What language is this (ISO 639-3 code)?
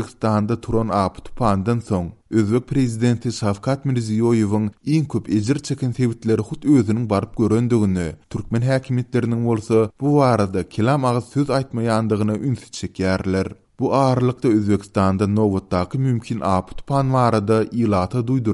tuk